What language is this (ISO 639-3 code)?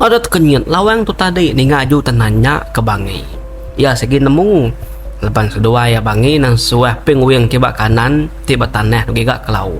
iba